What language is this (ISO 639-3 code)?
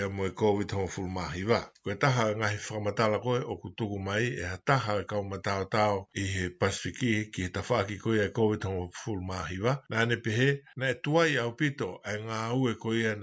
ton